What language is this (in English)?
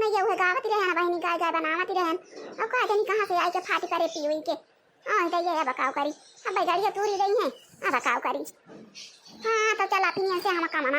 Awadhi